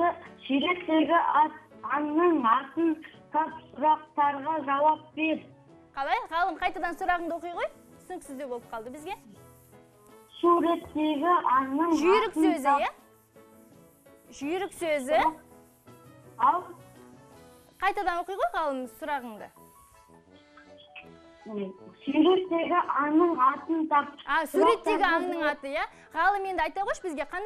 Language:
Kazakh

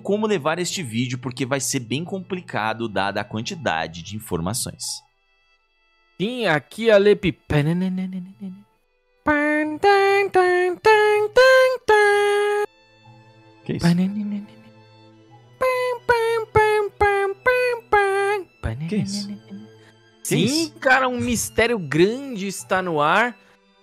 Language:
Portuguese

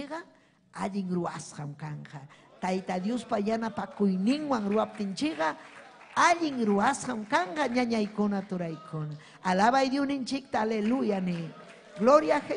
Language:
Ayacucho Quechua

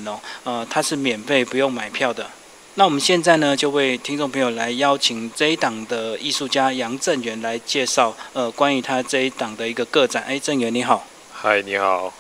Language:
Chinese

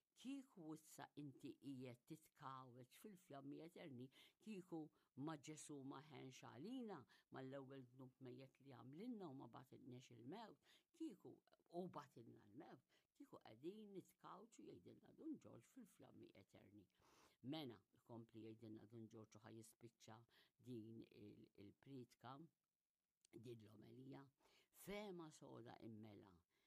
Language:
Maltese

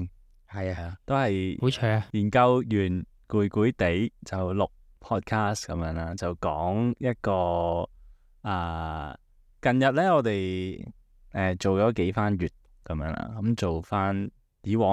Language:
Cantonese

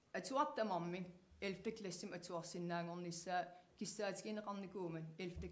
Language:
Kalaallisut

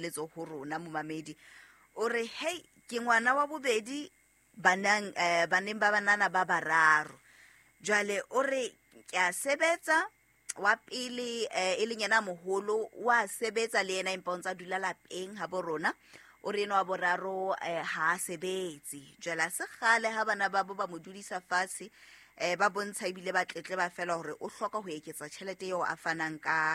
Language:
Southern Sotho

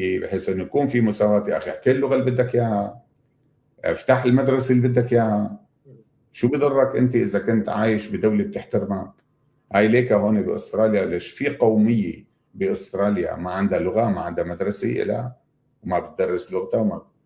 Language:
North Levantine Arabic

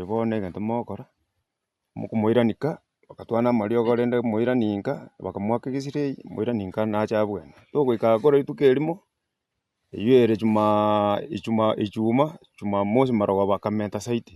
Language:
Gusii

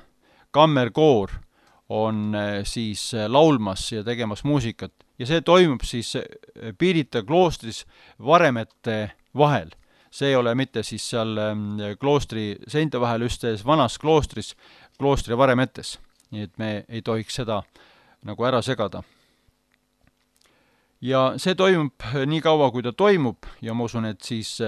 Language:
Estonian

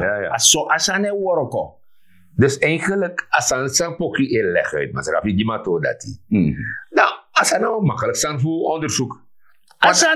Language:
Sranan Tongo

